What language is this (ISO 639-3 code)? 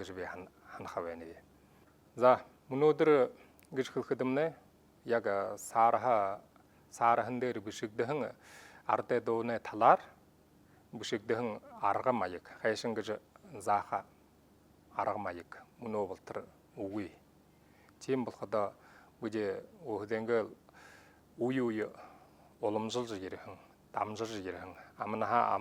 bua